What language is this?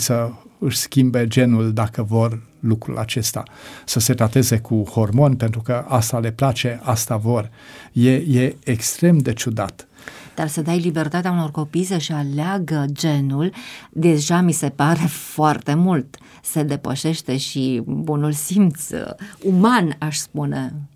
Romanian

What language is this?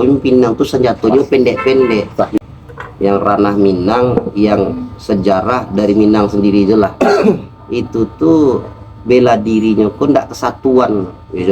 Minangkabau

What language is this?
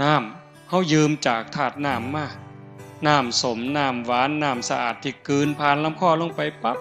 Northeastern Thai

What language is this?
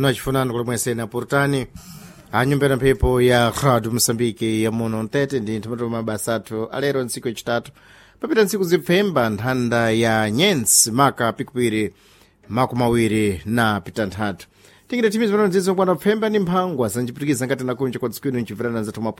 Sena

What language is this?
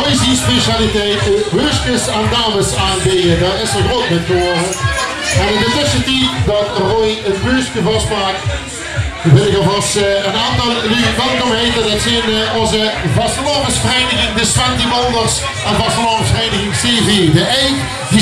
Limburgish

